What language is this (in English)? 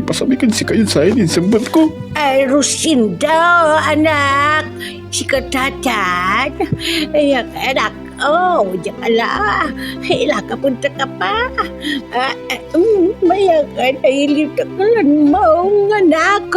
Pangasinan